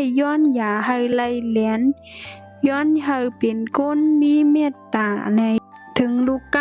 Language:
Shan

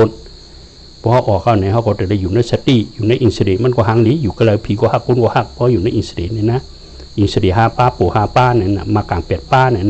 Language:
Shan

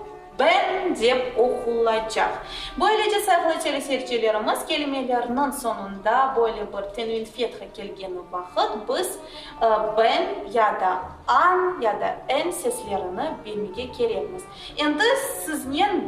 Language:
Crimean Tatar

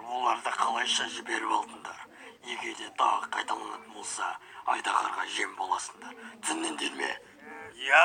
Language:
Kazakh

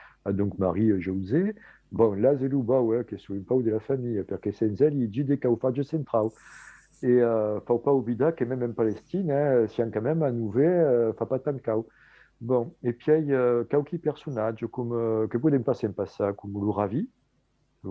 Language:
Occitan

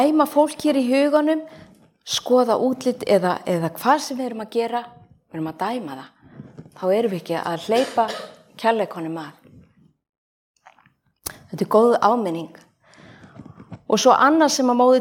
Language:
Icelandic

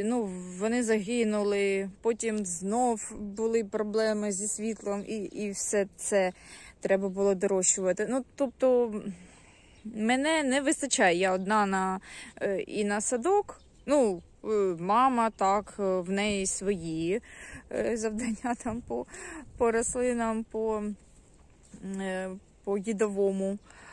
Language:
Ukrainian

